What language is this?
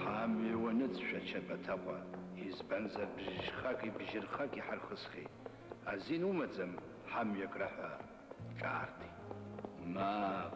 Abkhazian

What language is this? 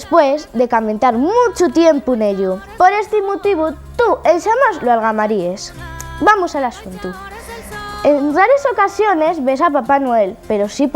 Asturian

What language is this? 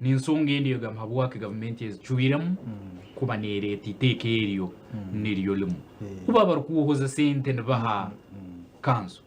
Nyankole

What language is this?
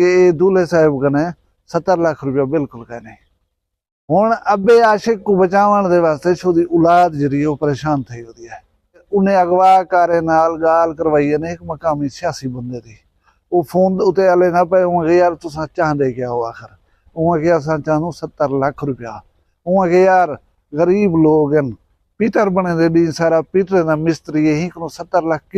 Saraiki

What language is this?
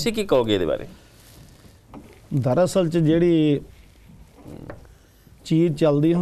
Punjabi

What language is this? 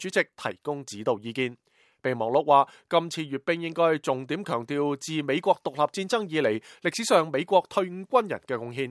Cantonese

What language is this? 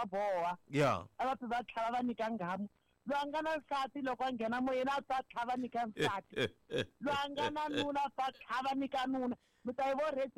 Tsonga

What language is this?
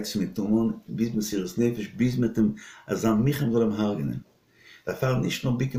Yiddish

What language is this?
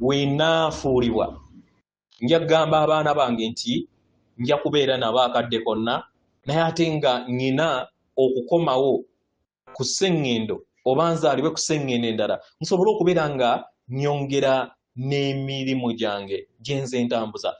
Ganda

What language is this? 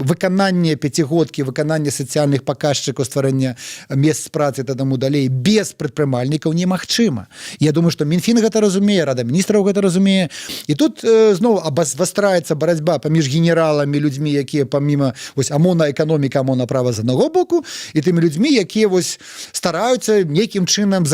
Belarusian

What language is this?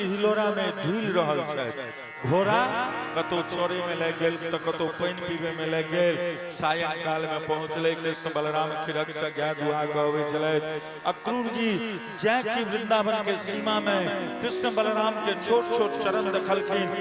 Maithili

